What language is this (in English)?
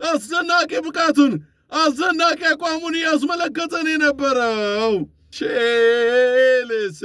Amharic